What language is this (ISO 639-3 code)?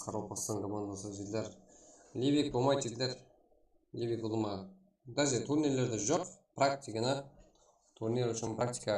kaa